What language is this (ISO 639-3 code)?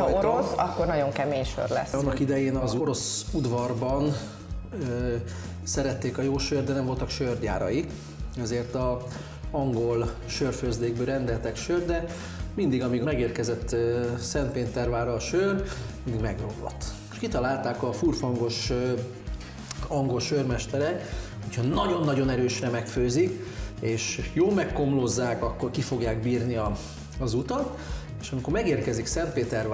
hun